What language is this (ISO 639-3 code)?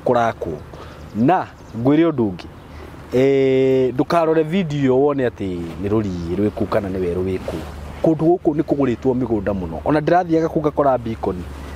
kik